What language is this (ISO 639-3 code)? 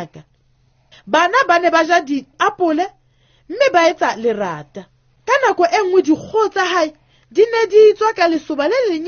sot